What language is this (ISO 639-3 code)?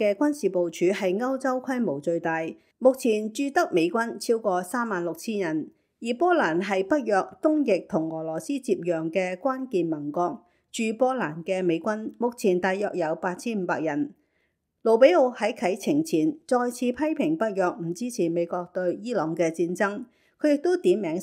yue